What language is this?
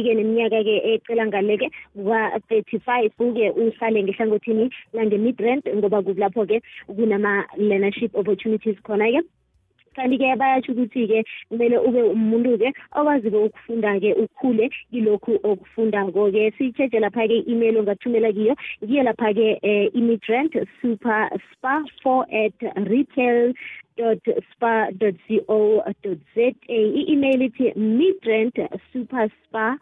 South Ndebele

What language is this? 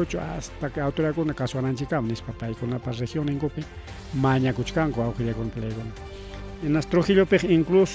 Ayacucho Quechua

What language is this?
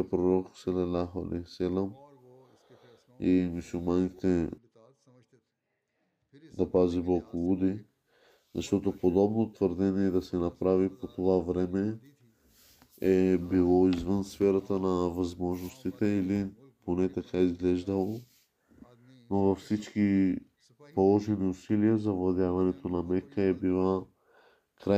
Bulgarian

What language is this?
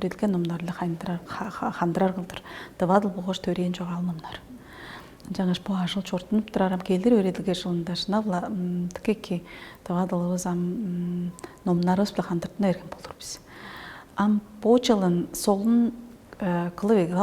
Tuvinian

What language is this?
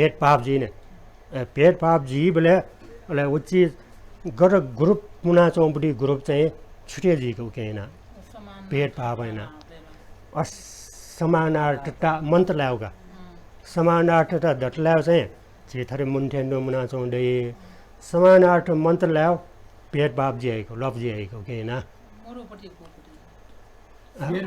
Newari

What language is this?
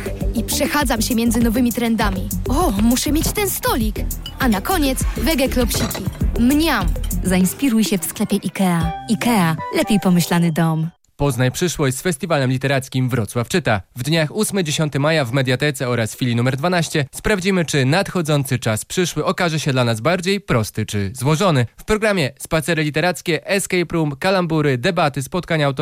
Polish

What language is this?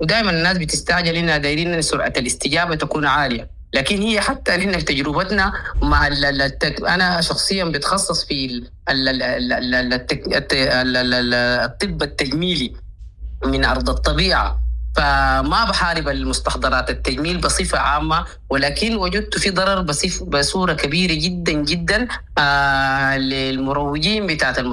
Sudanese Arabic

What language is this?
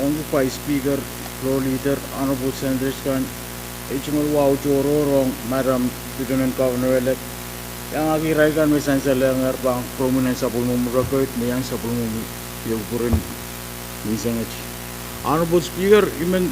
Pohnpeian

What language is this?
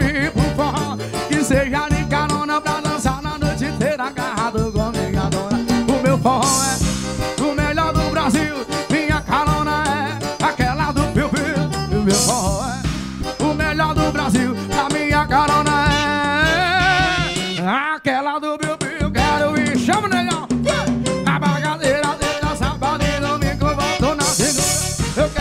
Portuguese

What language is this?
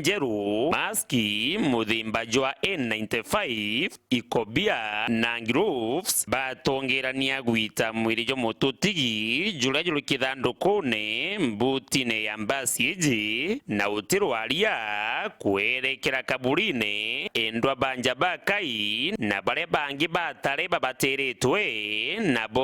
Meru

